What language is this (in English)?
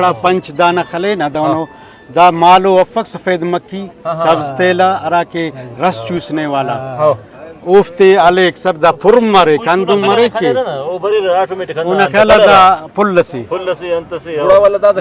Brahui